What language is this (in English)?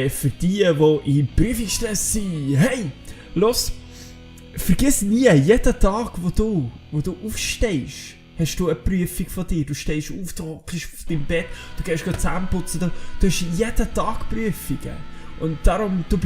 Swiss German